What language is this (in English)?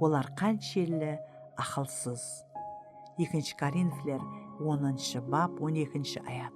Kara-Kalpak